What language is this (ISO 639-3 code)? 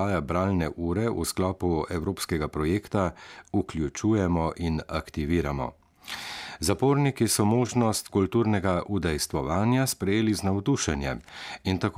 slv